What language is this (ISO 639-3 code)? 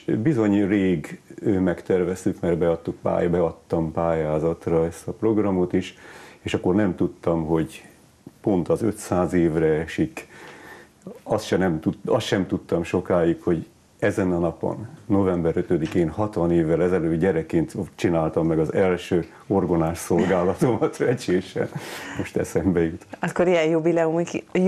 hun